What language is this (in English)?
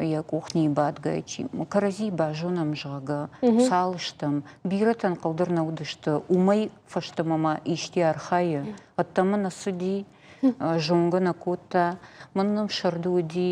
Ossetic